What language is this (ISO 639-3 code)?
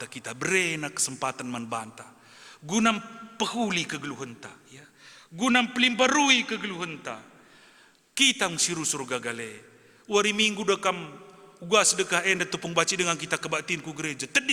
btx